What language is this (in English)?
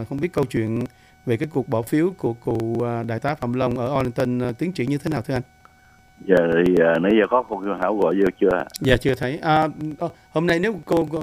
Vietnamese